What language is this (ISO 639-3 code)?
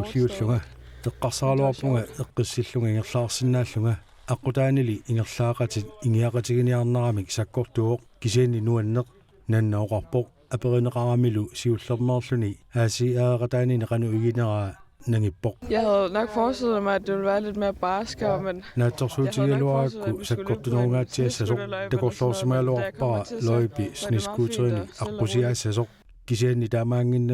kal